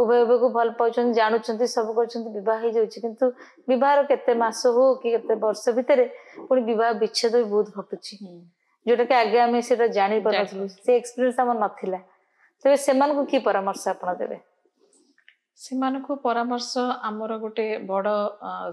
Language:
Odia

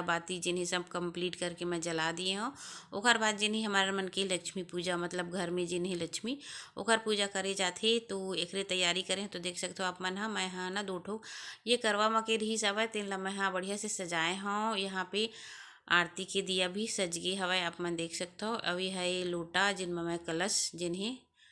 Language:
Chhattisgarhi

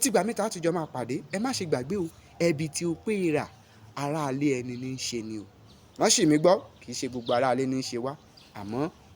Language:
Yoruba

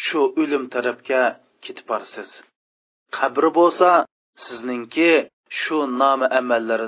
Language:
Uyghur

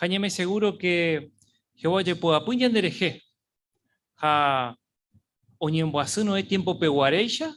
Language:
Guarani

